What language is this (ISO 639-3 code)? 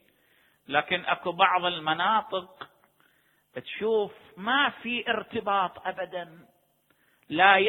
ara